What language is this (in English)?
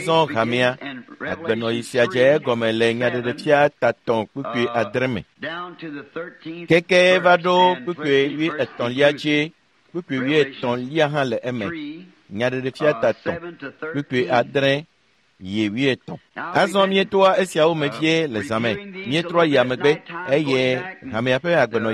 Ewe